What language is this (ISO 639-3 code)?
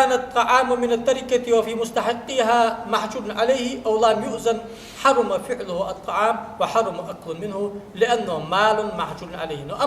inh